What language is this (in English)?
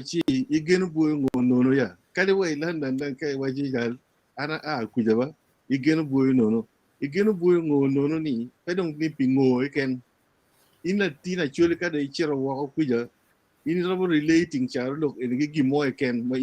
Acoli